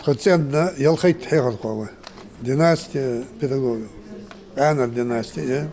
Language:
Ingush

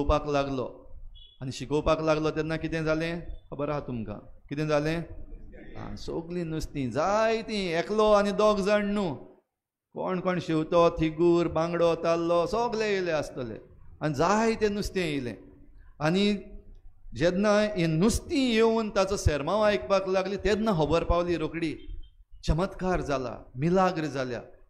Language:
Konkani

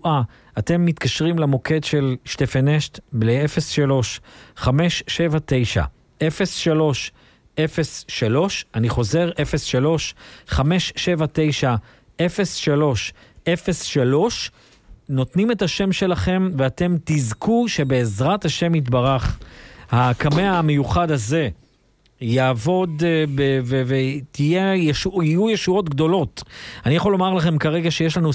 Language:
Hebrew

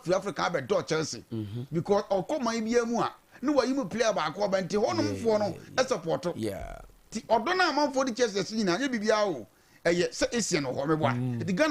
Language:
Akan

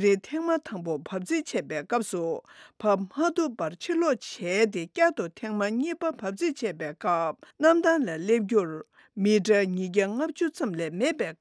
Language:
Tibetan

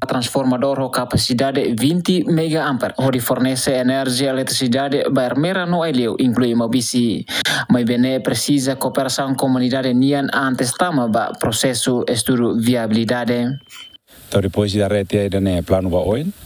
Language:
Tetum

